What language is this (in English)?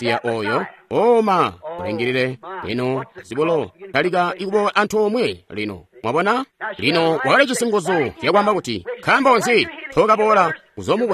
Tonga (Zambia)